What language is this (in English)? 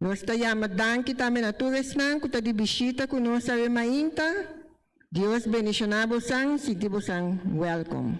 Papiamento